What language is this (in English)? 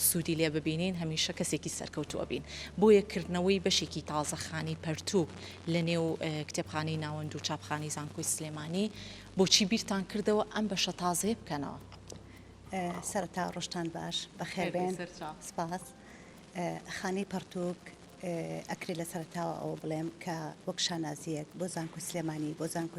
Central Kurdish